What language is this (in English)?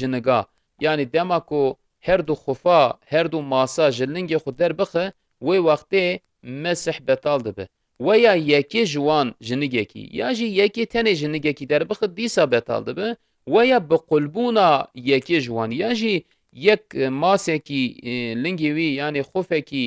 Kurdish